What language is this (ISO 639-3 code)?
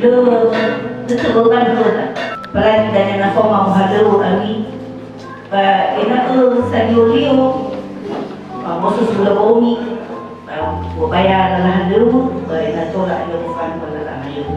nia